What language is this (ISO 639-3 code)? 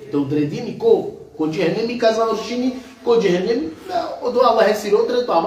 rmn